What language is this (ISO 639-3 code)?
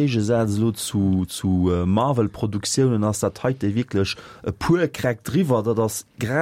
ltz